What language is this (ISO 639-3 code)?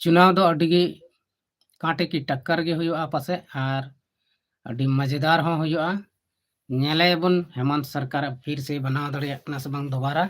sat